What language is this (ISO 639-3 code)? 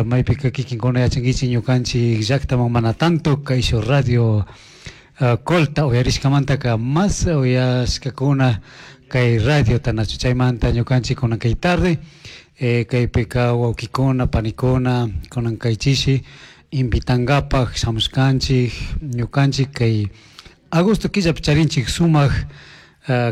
qug